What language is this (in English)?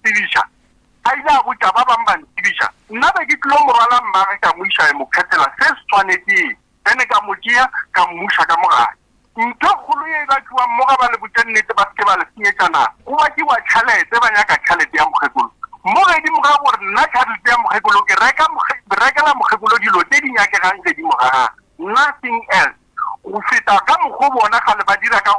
Northern Sotho